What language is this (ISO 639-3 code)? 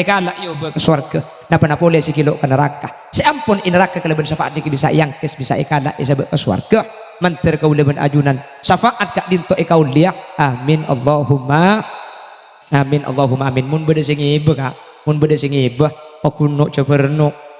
mad